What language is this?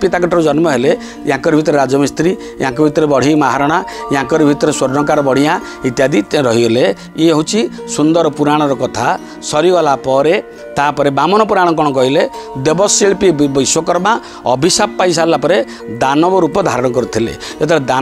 Odia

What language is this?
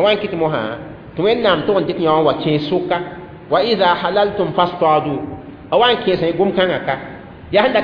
Mossi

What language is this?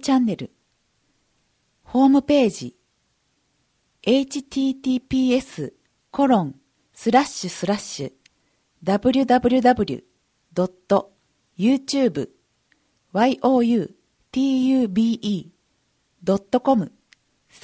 Japanese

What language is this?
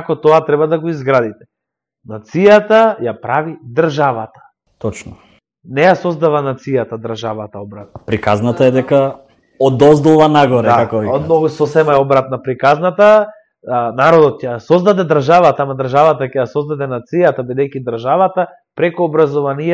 Macedonian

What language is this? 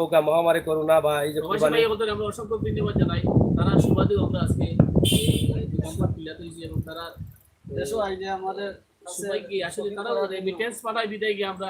Sylheti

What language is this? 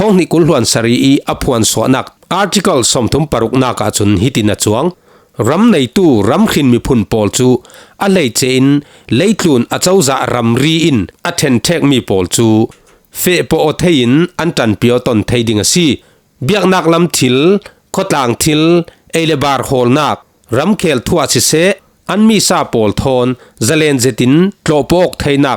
Falam Chin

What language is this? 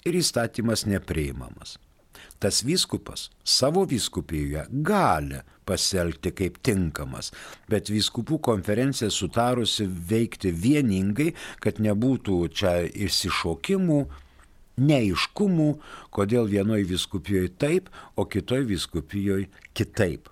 Lithuanian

